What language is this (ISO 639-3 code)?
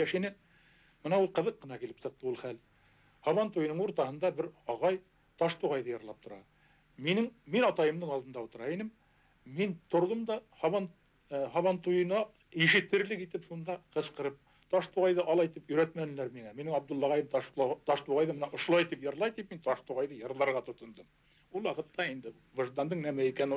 bak